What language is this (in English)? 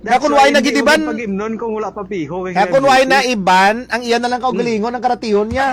Hiligaynon